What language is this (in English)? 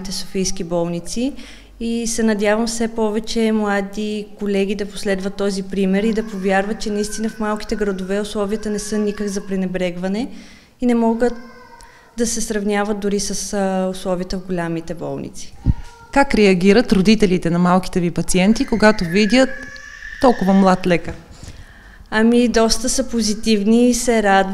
Bulgarian